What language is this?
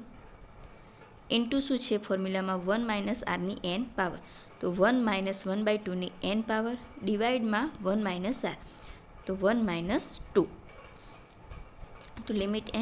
Gujarati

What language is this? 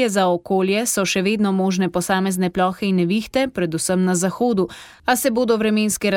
Slovenian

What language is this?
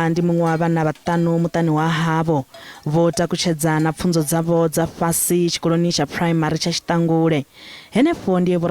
Venda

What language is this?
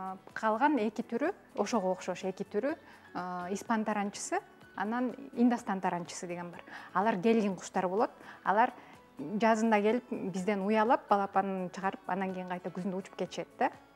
Kyrgyz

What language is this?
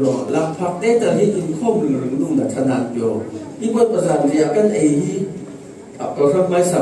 Falam Chin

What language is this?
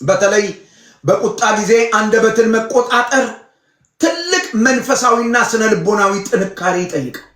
Amharic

